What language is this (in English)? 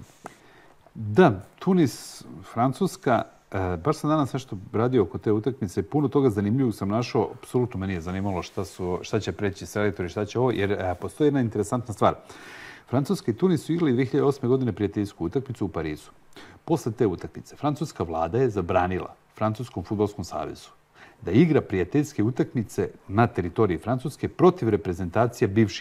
Serbian